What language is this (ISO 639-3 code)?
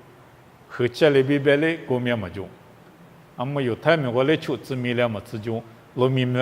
lis